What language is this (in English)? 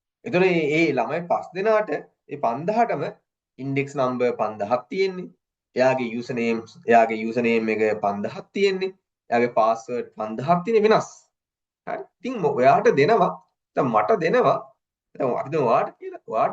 Sinhala